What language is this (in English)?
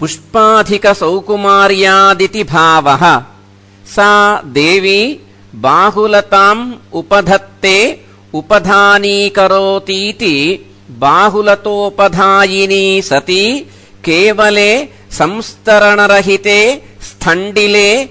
Sanskrit